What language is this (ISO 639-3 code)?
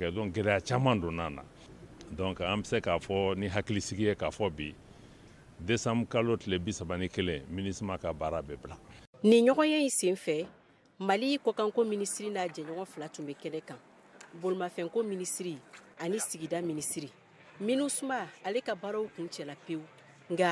bam